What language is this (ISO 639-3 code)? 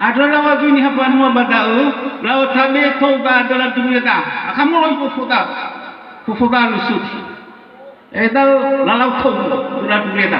nia